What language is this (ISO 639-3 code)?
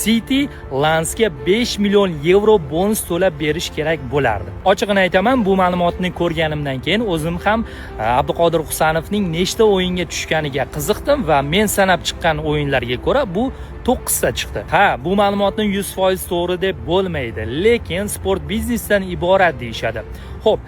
uzb